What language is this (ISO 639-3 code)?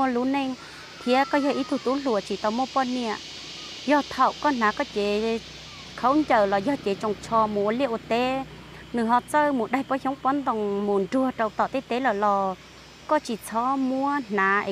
hmn